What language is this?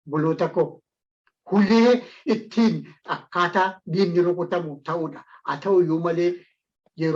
Oromo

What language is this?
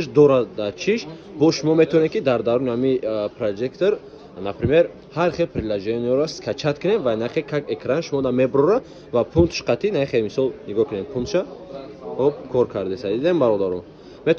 Tajik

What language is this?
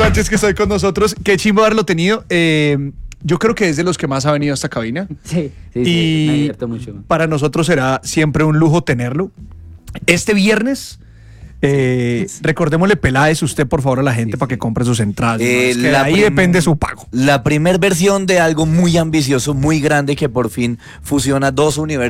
Spanish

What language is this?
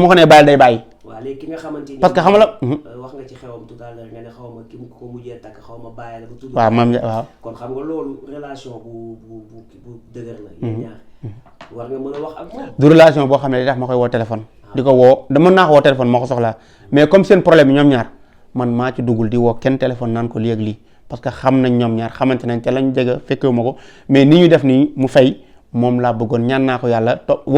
Wolof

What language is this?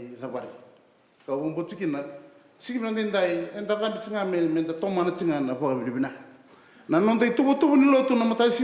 Fijian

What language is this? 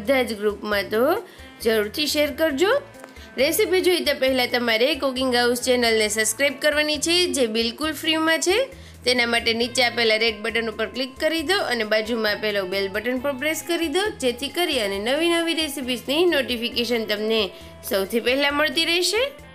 Gujarati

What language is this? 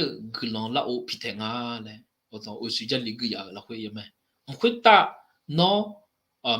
Akha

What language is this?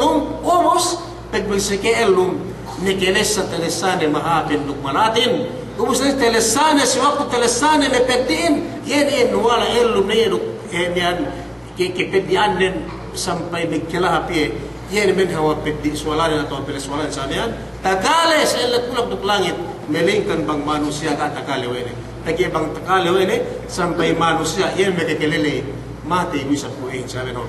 Yakan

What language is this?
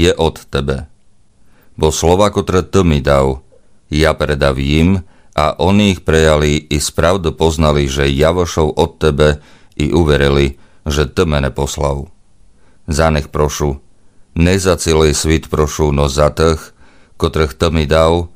Rusyn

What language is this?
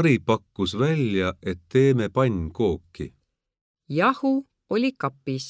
Estonian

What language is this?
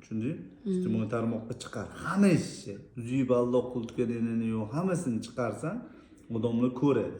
Uzbek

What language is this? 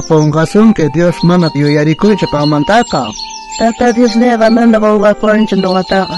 South Bolivian Quechua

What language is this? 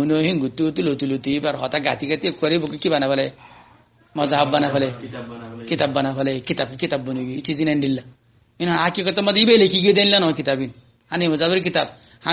Rohingya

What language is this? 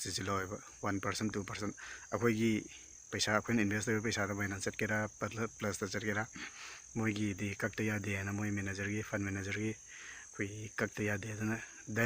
Manipuri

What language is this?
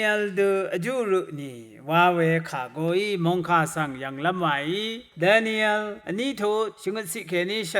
Rawang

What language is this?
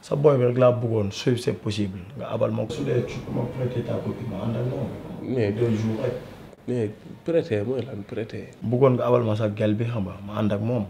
Wolof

